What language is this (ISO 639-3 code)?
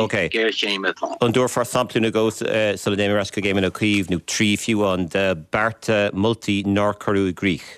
gle